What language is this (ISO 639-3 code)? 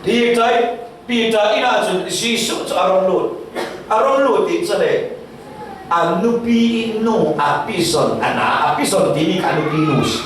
cfm